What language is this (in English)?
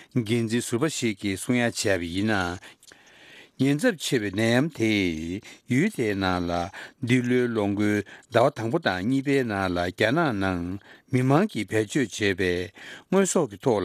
Tibetan